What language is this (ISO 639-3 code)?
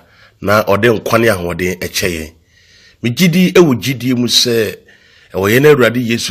aka